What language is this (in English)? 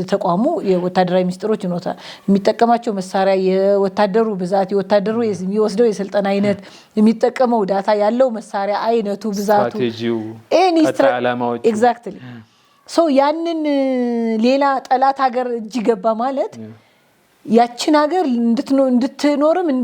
Amharic